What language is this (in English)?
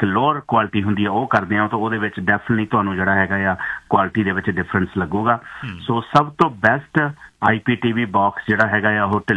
Punjabi